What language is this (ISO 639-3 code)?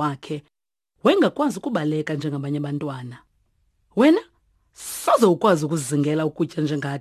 xho